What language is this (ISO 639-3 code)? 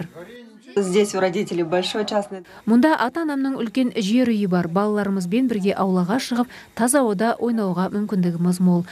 kaz